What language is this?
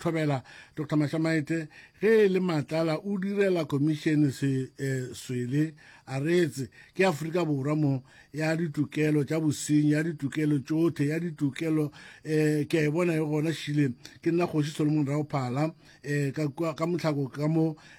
Northern Sotho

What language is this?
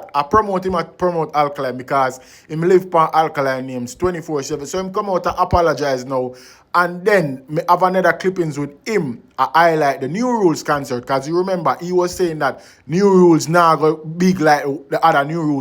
Jamaican Creole English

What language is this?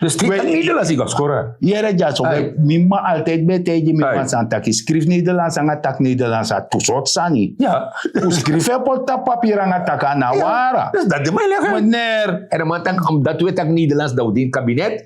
Sranan Tongo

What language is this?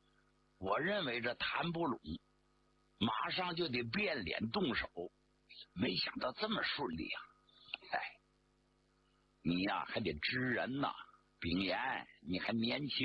Chinese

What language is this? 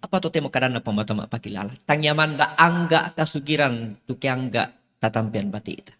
Toraja-Sa'dan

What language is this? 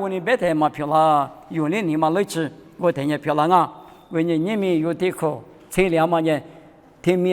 Lisu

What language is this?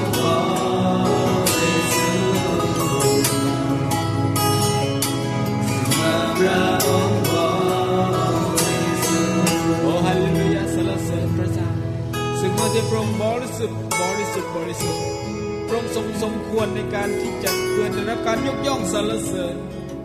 Thai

